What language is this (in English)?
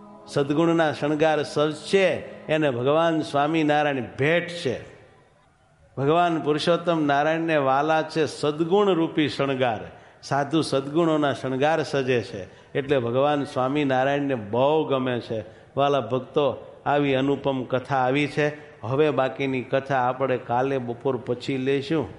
Gujarati